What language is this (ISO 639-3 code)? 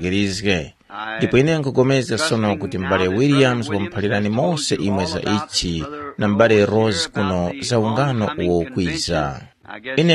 tum